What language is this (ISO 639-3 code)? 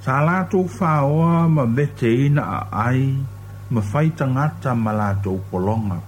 smo